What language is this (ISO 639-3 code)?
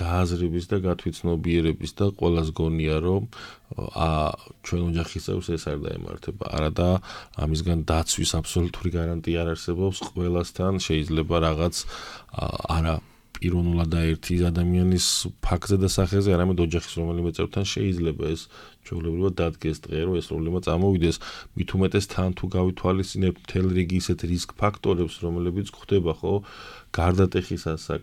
kat